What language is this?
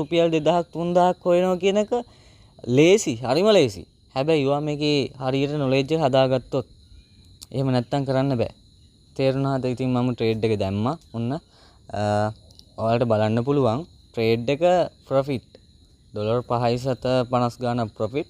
Sinhala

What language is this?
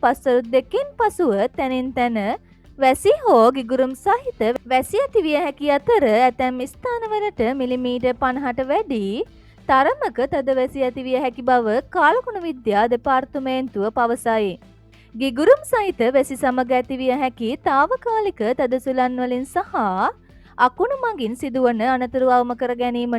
Sinhala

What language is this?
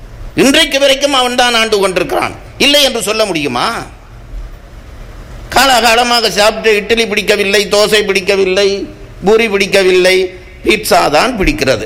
Tamil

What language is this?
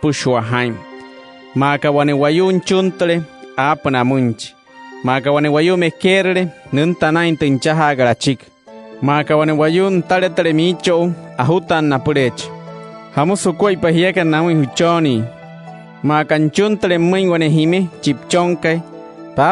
Wayuu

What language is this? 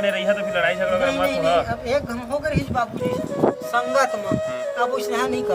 Chhattisgarhi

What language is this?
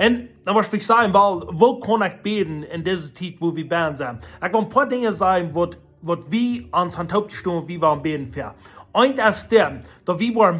Plautdietsch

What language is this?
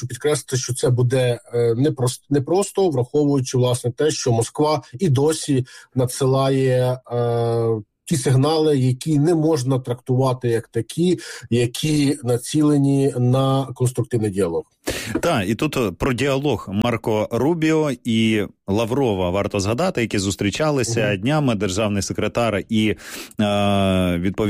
Ukrainian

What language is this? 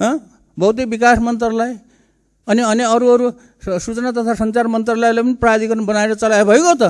Nepali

